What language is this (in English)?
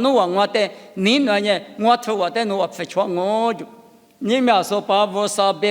Lisu